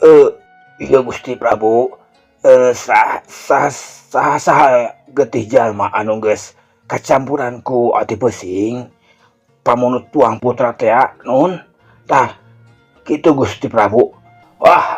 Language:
Sundanese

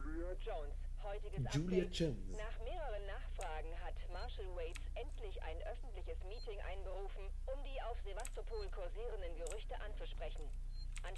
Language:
Bavarian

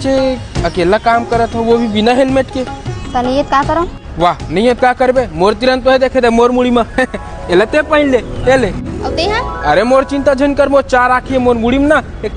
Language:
Chhattisgarhi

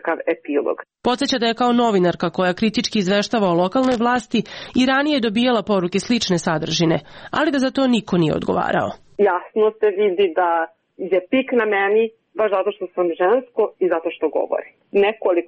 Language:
Serbian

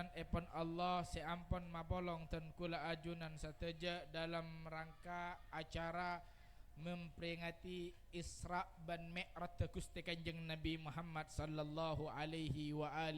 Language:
Madurese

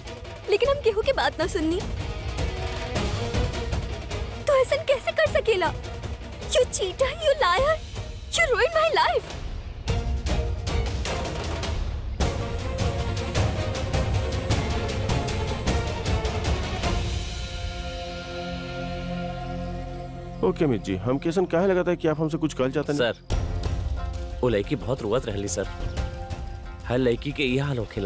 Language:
Bhojpuri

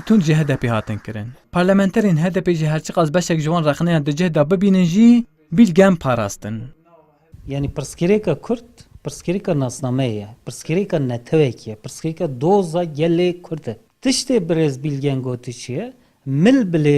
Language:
Kurdish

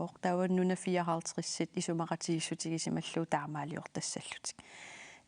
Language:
Kalaallisut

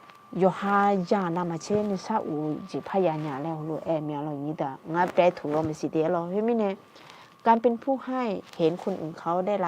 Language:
Akha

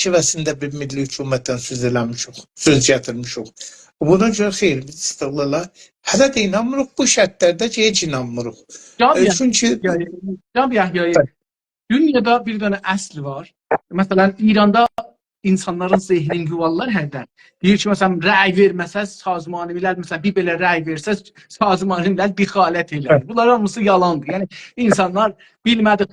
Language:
South Azerbaijani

